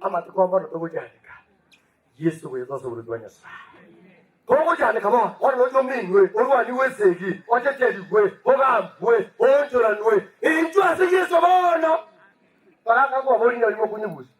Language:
Gusii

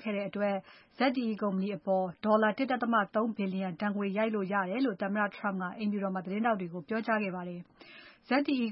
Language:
Burmese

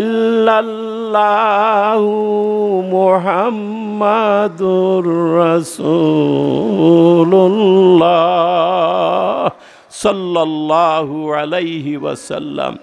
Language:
Sylheti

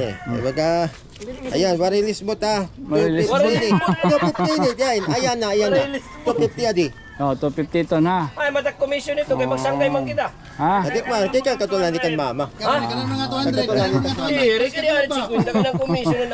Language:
Waray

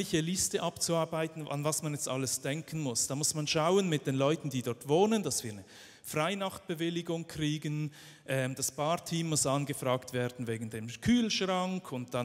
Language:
Swiss German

